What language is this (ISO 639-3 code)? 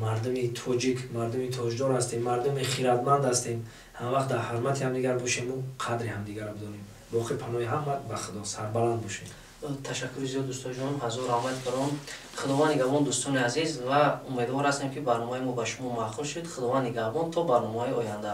tgk